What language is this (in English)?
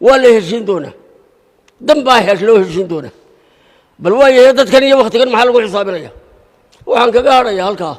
Somali